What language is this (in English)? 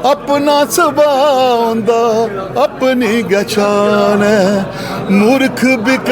Dogri